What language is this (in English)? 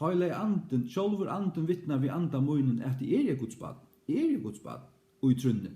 Faroese